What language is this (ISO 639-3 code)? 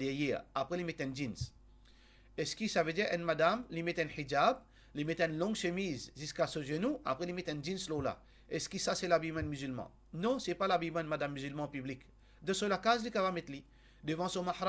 mfe